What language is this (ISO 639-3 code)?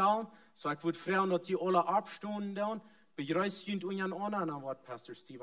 pdt